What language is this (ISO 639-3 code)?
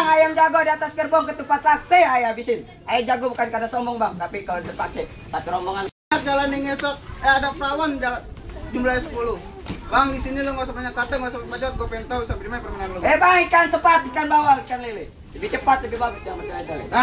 bew